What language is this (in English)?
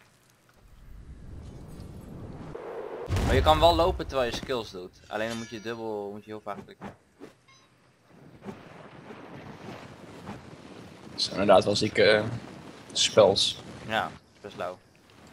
Dutch